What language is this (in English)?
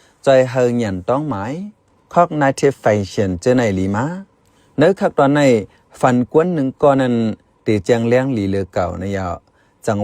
Shan